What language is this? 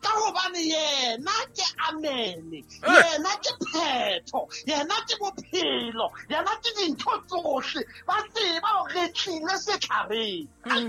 Southern Sotho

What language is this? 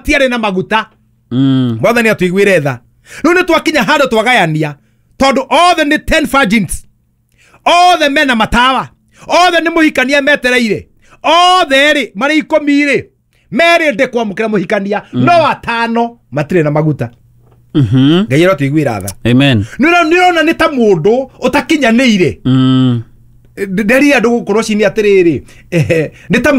Kikuyu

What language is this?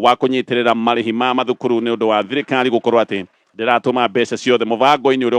Kikuyu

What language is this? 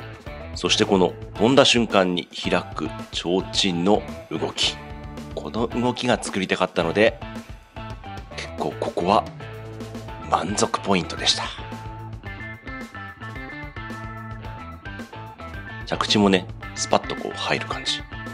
Japanese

